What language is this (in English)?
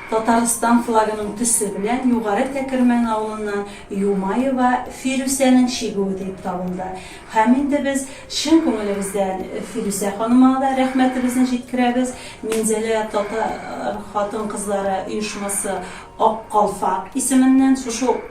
Tatar